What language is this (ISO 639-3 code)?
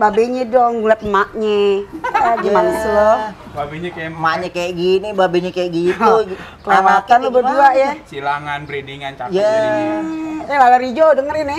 bew